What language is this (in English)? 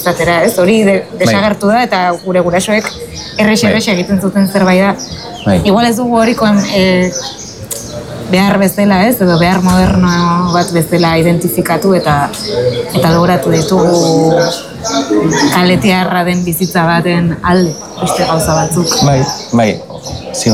Basque